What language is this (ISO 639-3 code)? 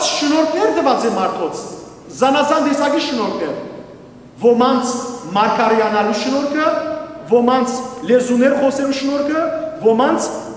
hyw